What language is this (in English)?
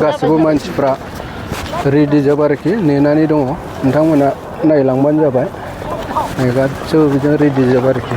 Bodo